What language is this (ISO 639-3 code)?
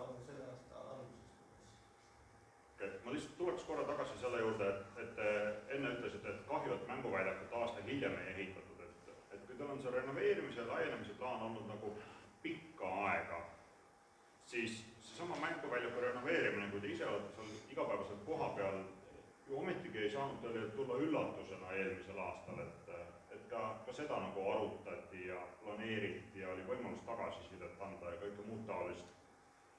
est